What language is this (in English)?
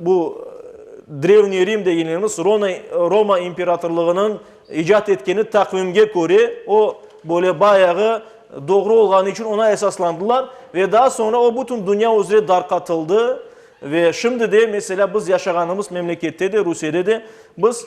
Crimean Tatar